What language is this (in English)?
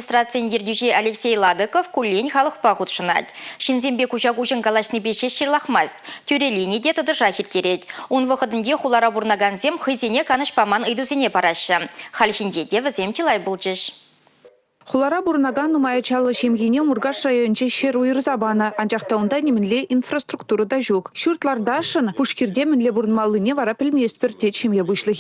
Chuvash